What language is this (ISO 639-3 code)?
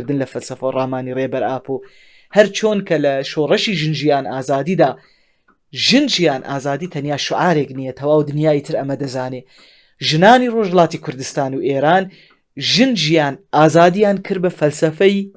ckb